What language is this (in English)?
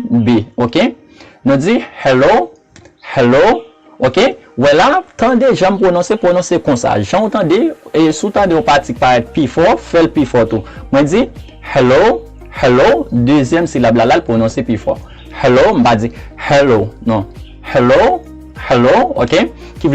Haitian Creole